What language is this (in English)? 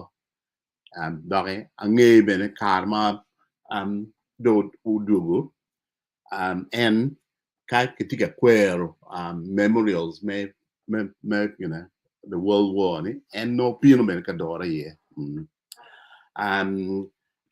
Acoli